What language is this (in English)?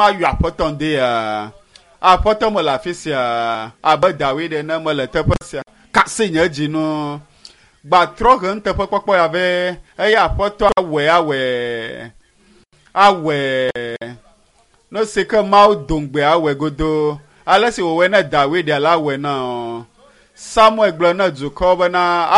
Ewe